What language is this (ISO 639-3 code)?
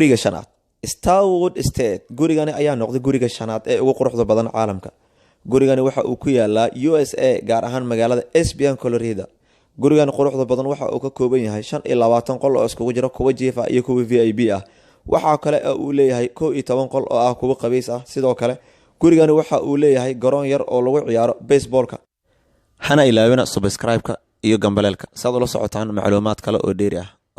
som